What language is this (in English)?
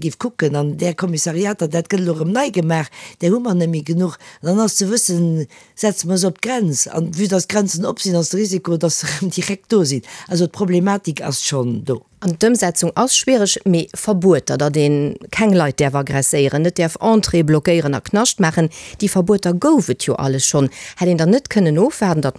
Luxembourgish